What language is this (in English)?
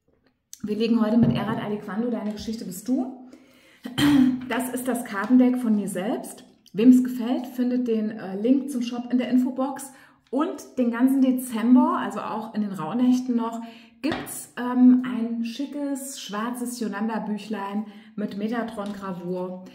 German